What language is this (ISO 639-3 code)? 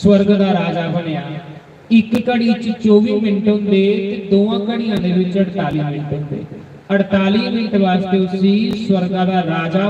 doi